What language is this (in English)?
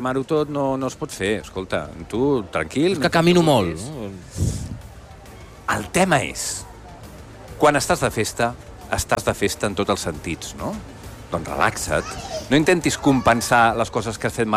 Catalan